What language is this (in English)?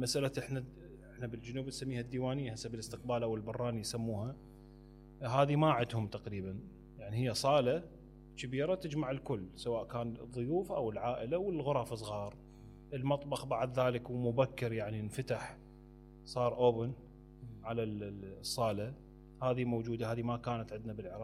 Mesopotamian Arabic